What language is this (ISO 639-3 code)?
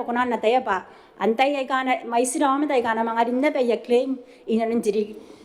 gil